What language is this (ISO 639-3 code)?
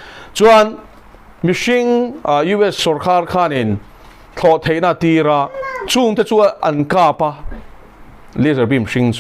lus